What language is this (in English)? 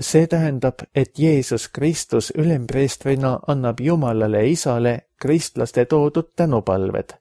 Estonian